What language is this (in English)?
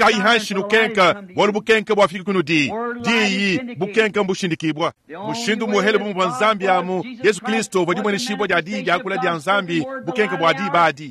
Luba-Lulua